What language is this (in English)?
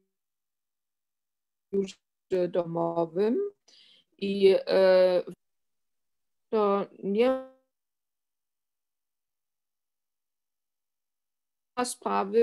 Polish